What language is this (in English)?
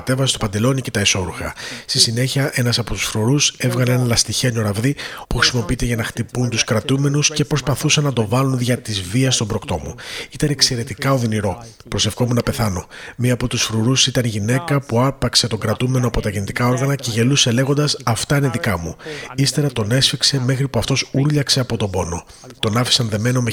Greek